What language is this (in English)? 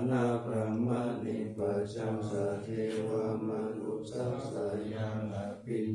Pali